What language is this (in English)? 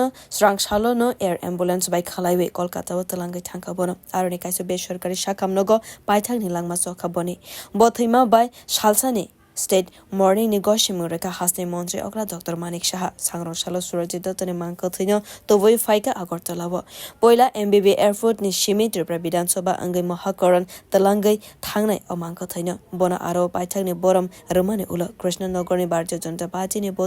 Kok Borok